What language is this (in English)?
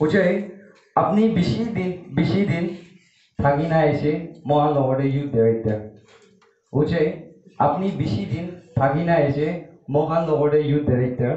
Naga Pidgin